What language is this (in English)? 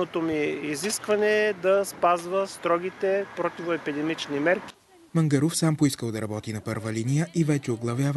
Bulgarian